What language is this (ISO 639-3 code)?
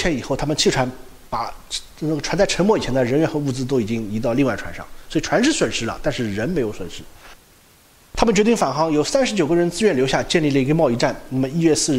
zho